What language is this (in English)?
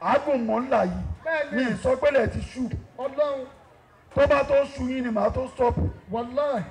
Yoruba